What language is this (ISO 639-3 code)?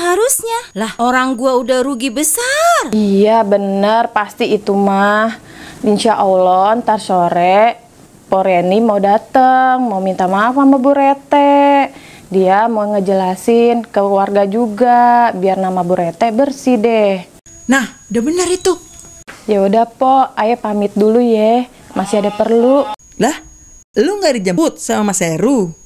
bew